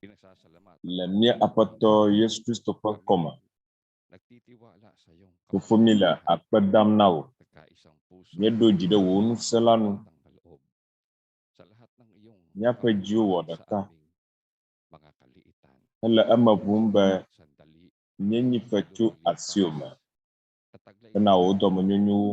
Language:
Ewe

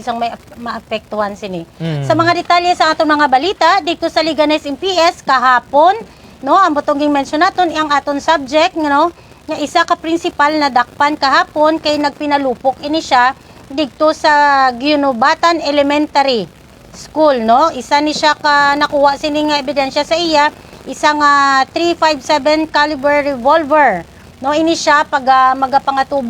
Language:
Hiligaynon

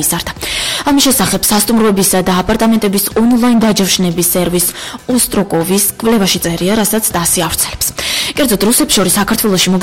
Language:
Georgian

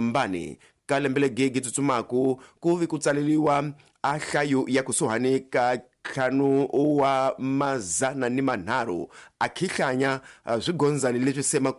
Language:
Tsonga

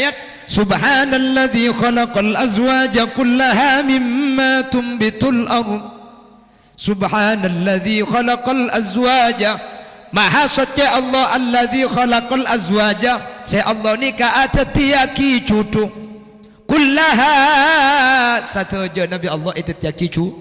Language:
Madurese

